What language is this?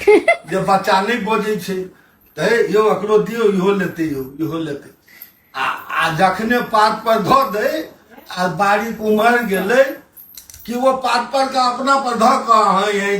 Maithili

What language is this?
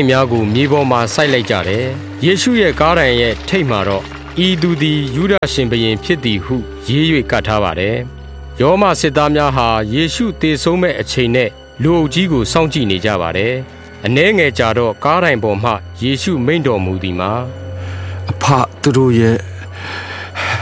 Burmese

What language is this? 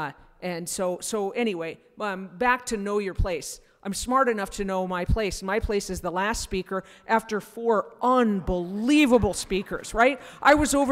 English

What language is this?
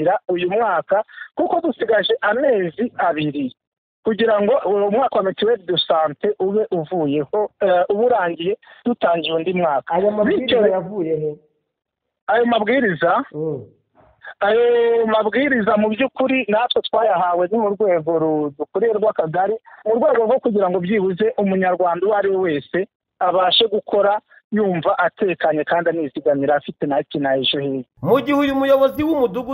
Kinyarwanda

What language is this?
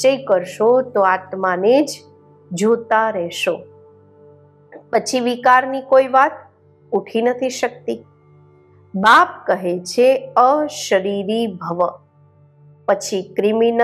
Gujarati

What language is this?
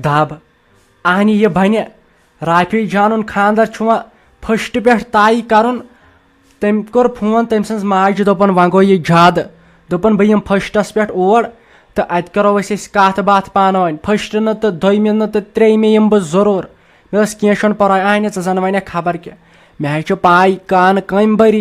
Kashmiri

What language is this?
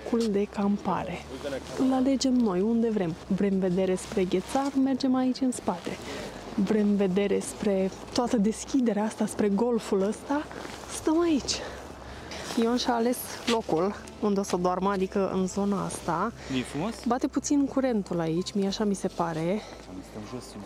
Romanian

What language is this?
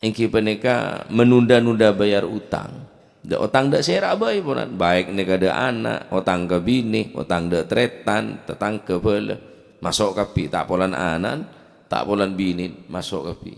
Madurese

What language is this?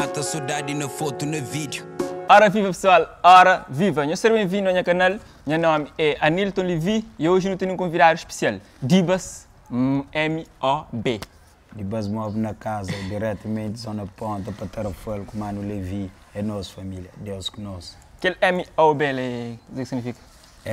Kabuverdianu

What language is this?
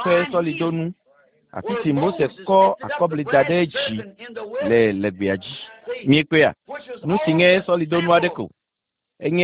Ewe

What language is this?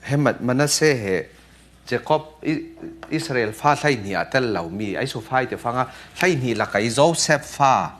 Falam Chin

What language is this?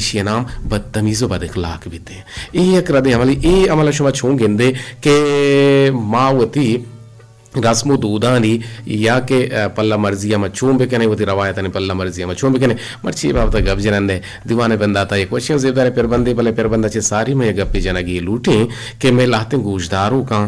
Eastern Balochi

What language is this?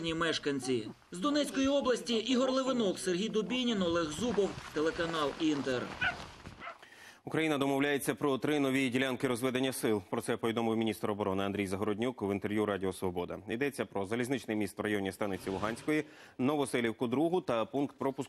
Ukrainian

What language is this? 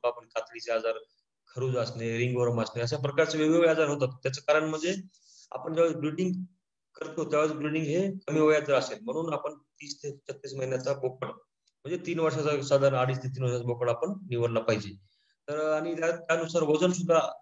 Marathi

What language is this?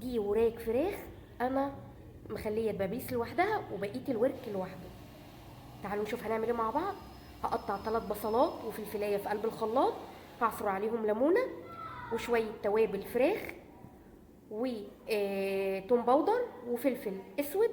Egyptian Arabic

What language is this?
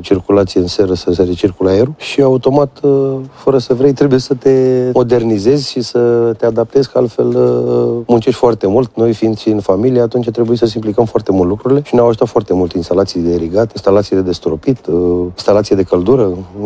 Romanian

